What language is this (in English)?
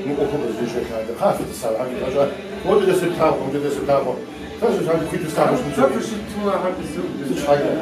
Kabardian